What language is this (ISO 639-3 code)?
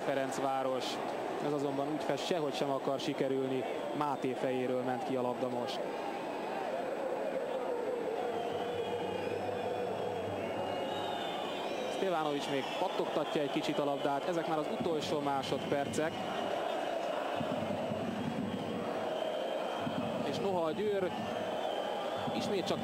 hun